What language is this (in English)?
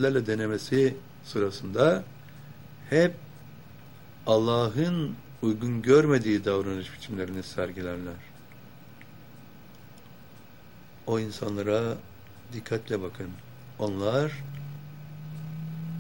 Turkish